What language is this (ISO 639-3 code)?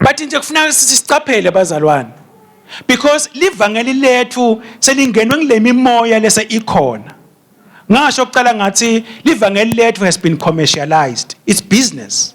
ssw